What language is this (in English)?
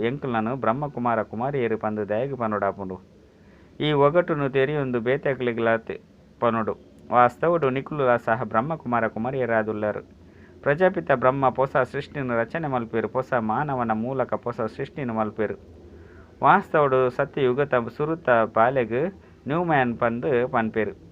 Tulu